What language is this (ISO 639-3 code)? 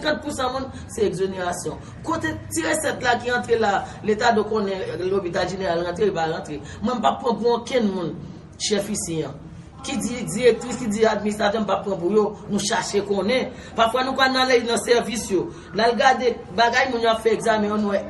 hat